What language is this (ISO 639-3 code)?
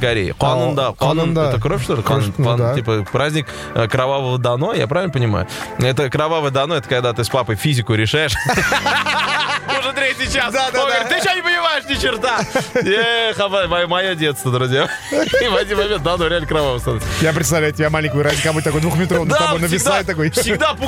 rus